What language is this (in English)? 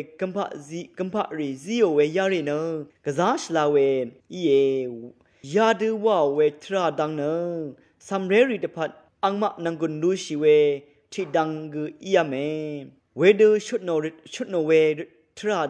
Rawang